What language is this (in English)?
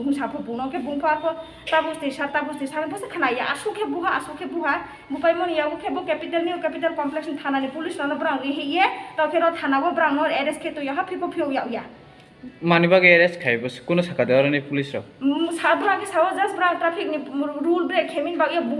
Riang (India)